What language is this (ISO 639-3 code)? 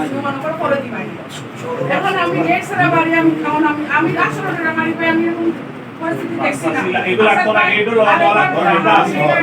syl